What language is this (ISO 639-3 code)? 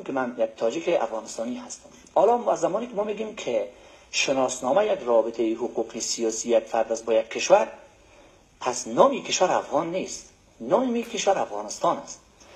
fas